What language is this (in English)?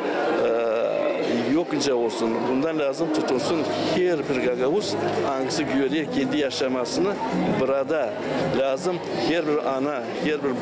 Gagauz